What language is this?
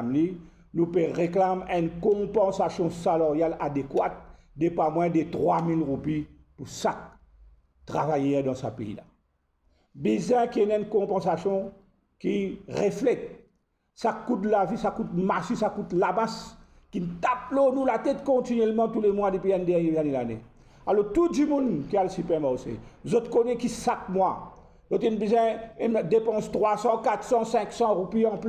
Morisyen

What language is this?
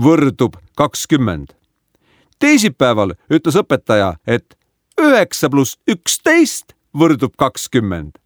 Estonian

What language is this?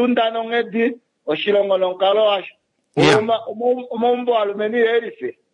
Kuanyama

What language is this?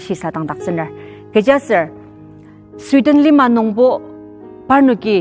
Ao Naga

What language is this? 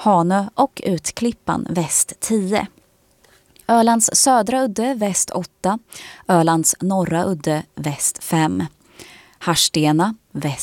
Swedish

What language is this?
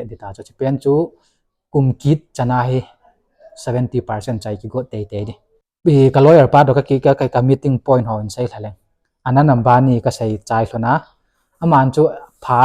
Thado Chin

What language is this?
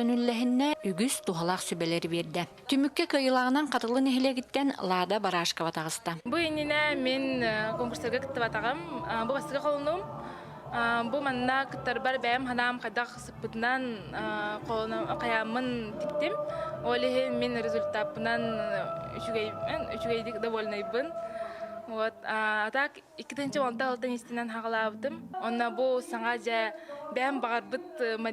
Yakut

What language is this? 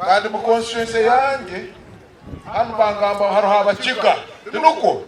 Nyankole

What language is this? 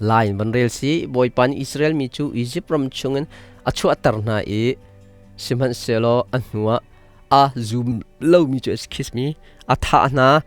Hakha Chin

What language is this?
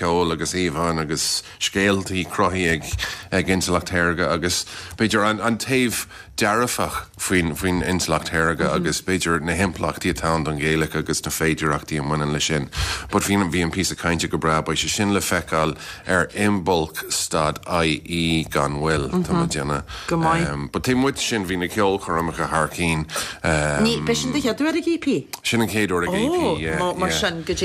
Irish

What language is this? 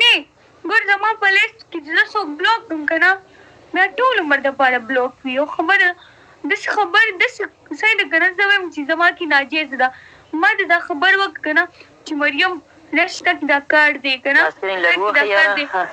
Pashto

